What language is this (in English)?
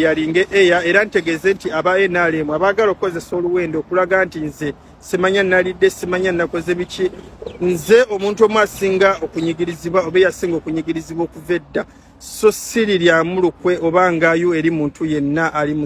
Ganda